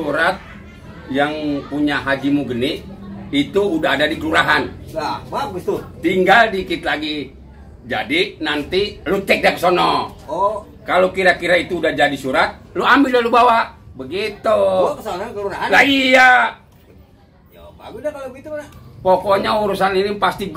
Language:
Betawi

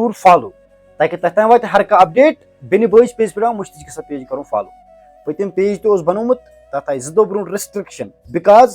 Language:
Kashmiri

